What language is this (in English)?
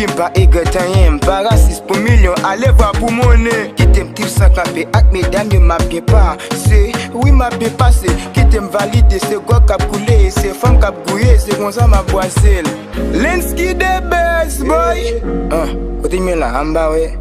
Haitian Creole